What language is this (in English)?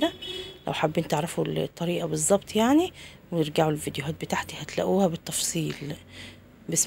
Egyptian Arabic